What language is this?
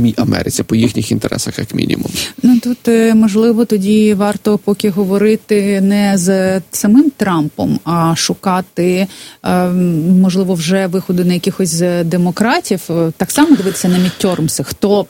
Ukrainian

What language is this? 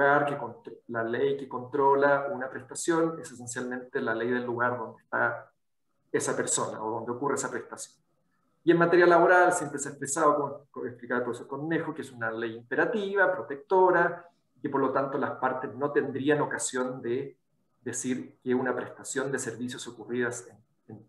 Spanish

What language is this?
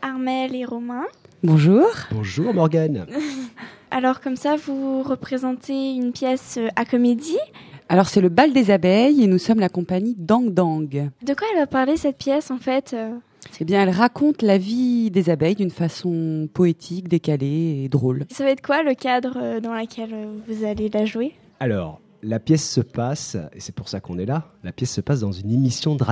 French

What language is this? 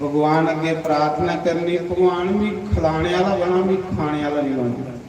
Dogri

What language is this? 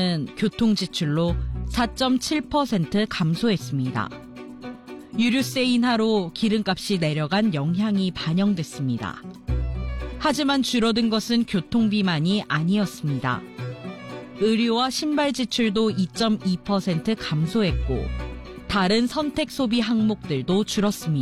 Korean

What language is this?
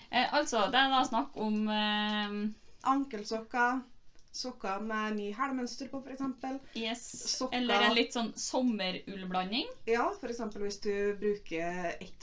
Norwegian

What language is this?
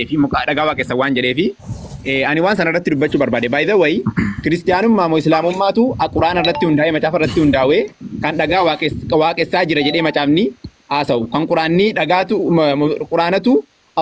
Oromo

